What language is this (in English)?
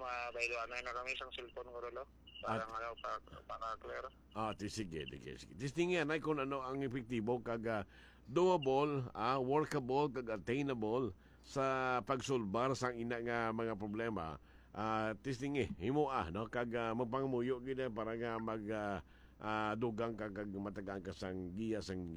Hiligaynon